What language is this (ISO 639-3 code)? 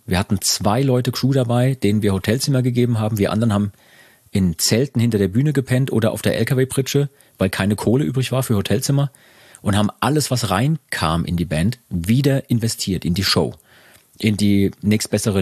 deu